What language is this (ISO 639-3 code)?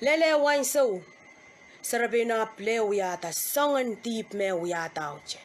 pon